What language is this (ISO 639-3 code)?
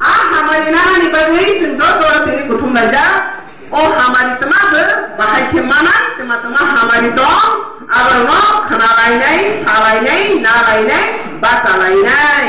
ria